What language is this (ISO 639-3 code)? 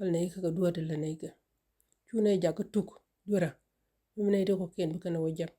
nus